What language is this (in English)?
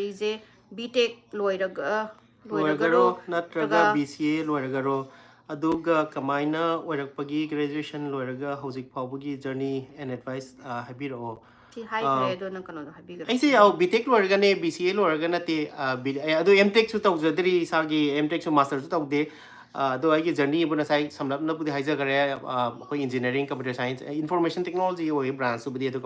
Manipuri